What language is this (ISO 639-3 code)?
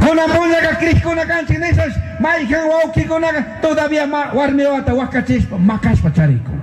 qug